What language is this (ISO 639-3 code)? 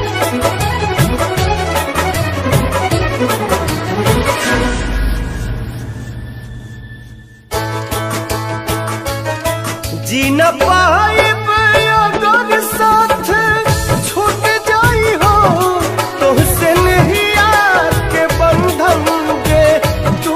bho